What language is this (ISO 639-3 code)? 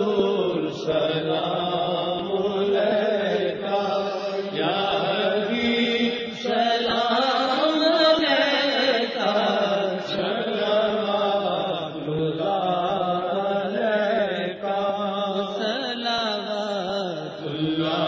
urd